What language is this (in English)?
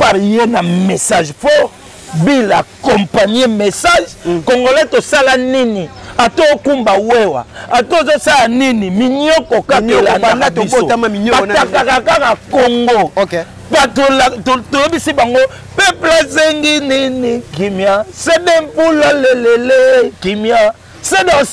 Lingala